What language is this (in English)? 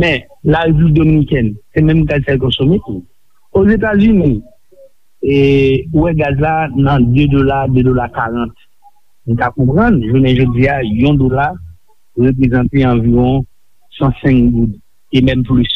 Haitian Creole